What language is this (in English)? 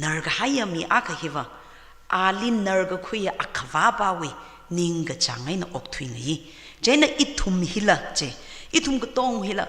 Tangkhul Naga (India)